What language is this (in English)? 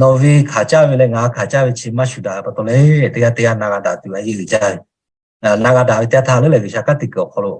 Lahu